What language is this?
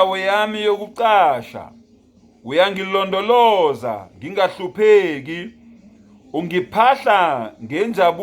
Zulu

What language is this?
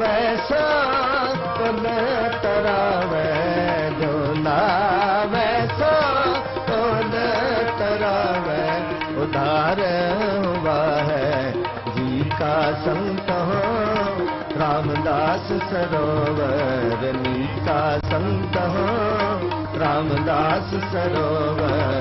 Punjabi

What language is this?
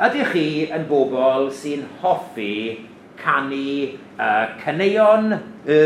Welsh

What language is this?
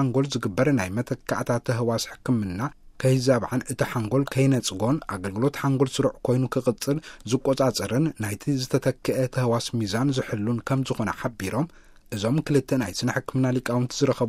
Tigrinya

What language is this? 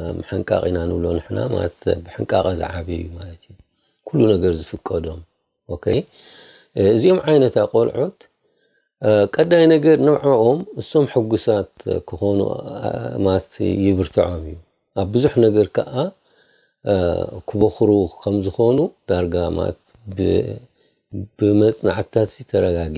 Tigrinya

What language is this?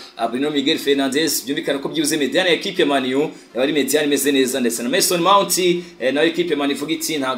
Kinyarwanda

